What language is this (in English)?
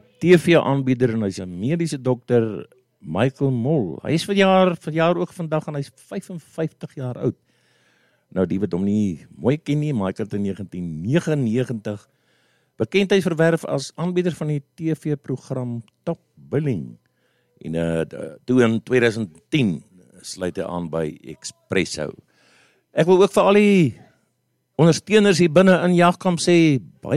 Afrikaans